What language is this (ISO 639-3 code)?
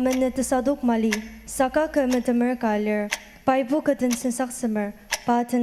njo